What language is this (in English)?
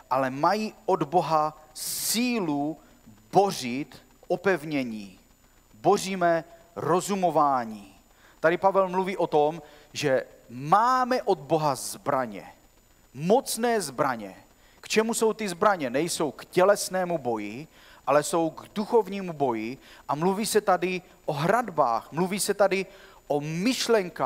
Czech